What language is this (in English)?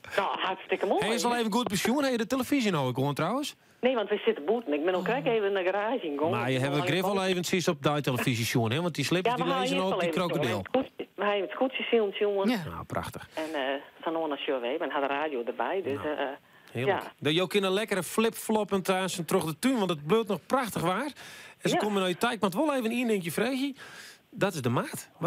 Western Frisian